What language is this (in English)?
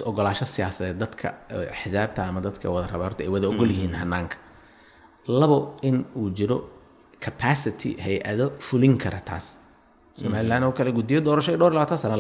Somali